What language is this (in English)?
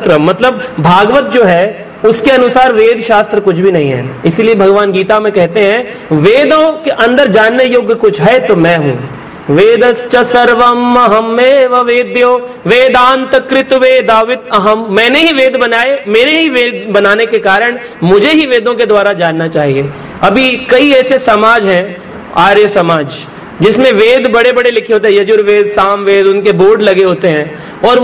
Hindi